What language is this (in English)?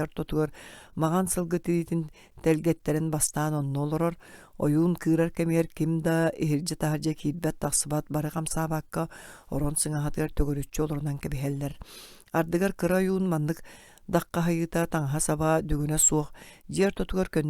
Yakut